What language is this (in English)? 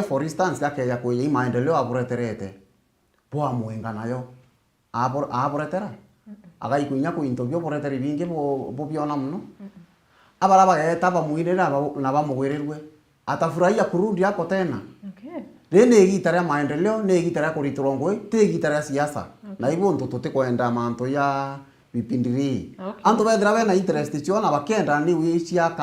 Meru